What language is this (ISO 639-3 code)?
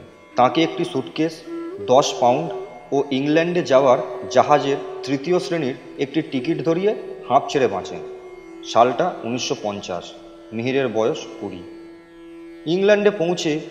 ben